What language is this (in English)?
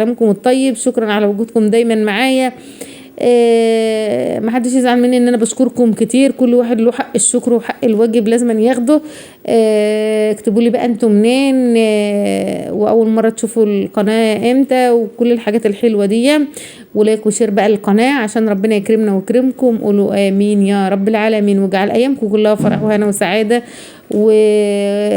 Egyptian Arabic